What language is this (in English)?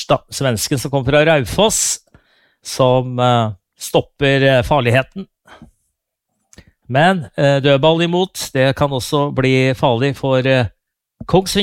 Norwegian